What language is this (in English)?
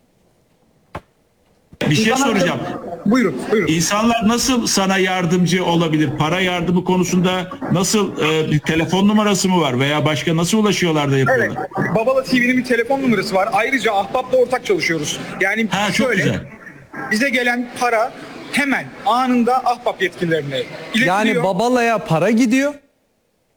Turkish